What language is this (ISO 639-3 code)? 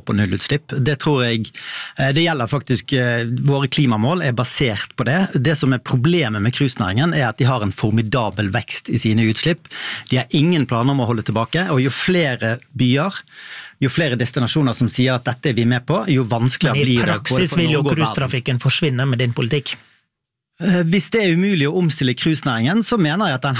nor